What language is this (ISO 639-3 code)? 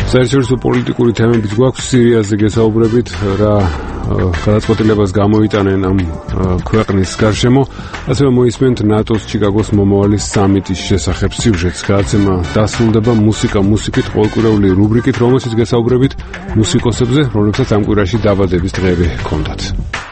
kat